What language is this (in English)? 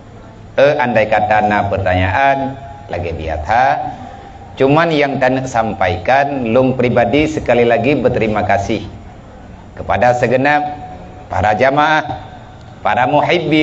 Achinese